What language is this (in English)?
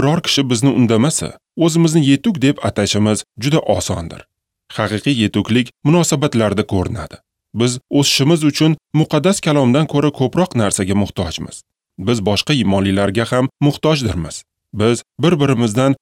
Uzbek